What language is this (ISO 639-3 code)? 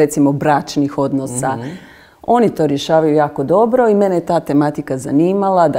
hrv